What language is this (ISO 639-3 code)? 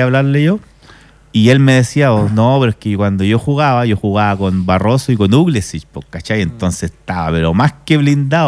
spa